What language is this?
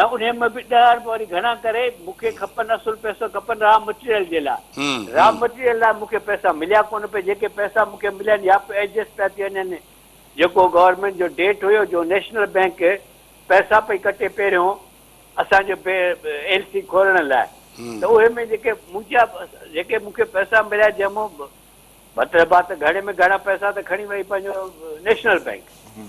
Sindhi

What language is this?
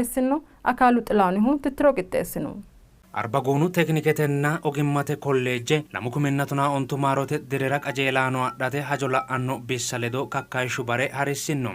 Sidamo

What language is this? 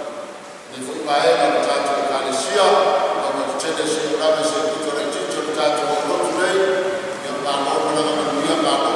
Samoan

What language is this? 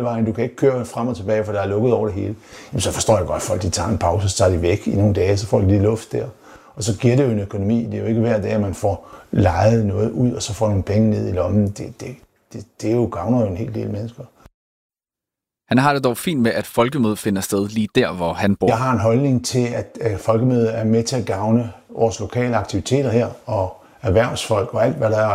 Danish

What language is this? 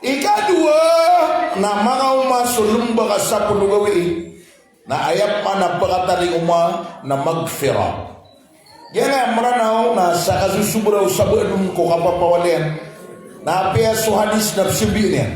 Maranao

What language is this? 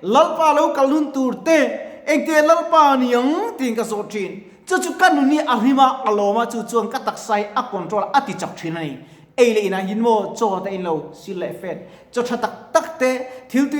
Mizo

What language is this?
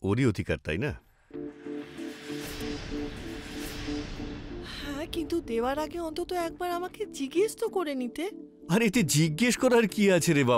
Bangla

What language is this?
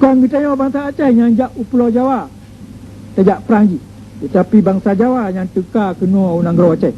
Achinese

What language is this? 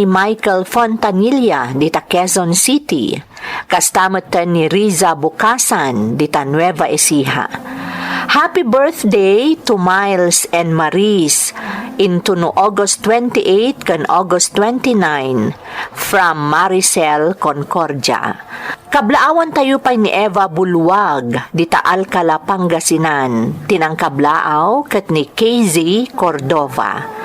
Iloko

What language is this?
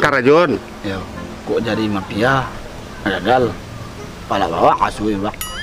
Minangkabau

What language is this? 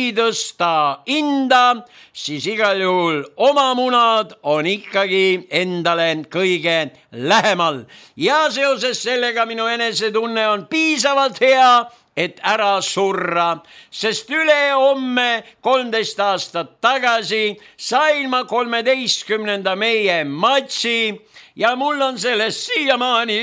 Estonian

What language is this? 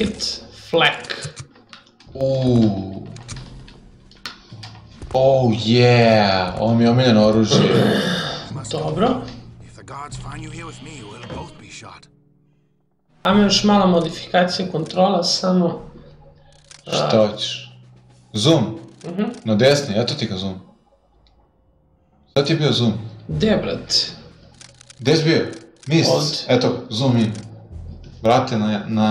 Serbian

